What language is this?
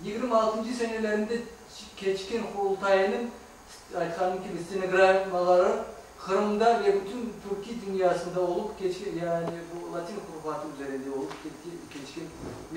Crimean Tatar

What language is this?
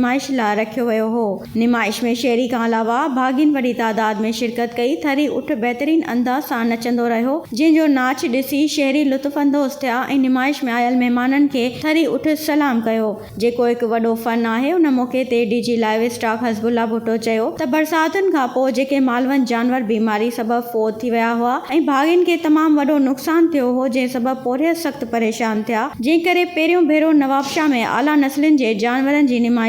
Sindhi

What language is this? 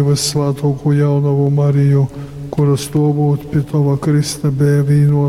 Latgalian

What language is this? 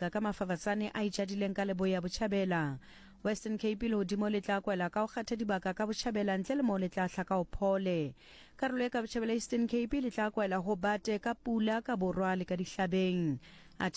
Southern Sotho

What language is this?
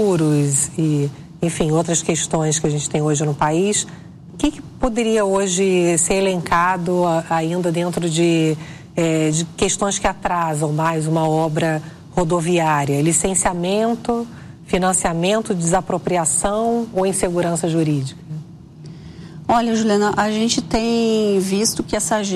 Portuguese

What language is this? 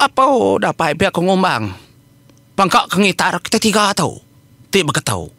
Iban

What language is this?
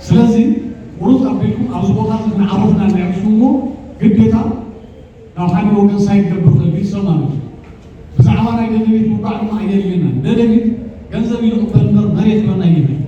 Tigrinya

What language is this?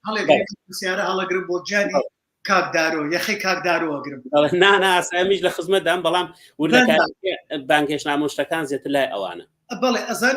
Central Kurdish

